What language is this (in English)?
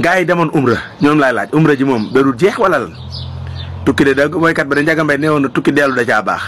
Wolof